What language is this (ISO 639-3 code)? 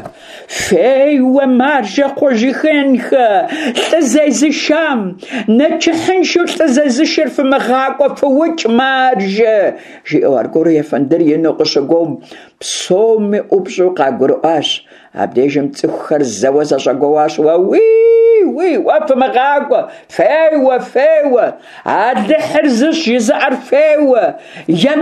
kbd